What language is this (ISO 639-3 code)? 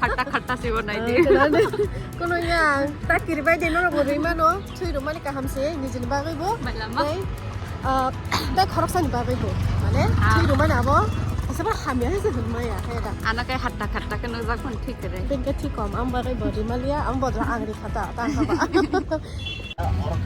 trp